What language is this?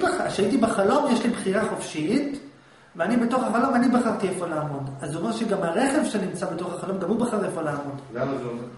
Hebrew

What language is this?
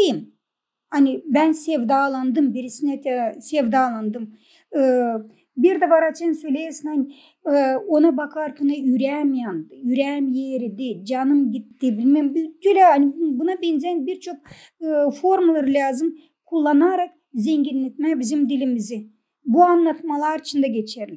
Gagauz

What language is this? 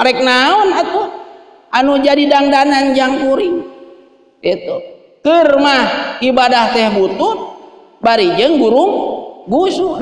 Sundanese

